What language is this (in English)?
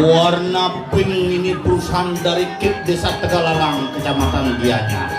Balinese